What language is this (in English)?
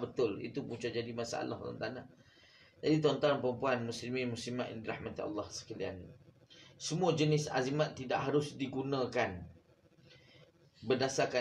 Malay